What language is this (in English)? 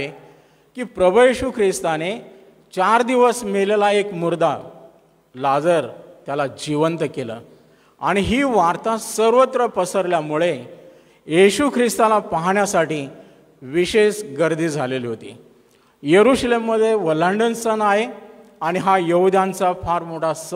Marathi